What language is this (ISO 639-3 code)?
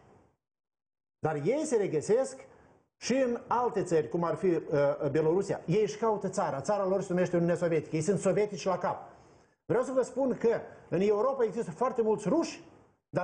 ron